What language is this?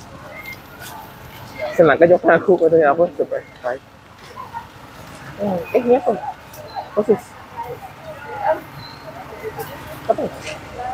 Malay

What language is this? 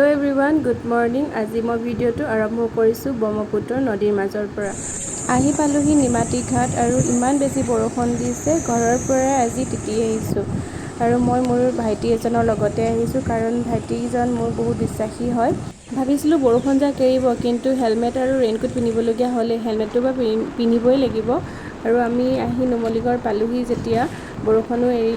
Assamese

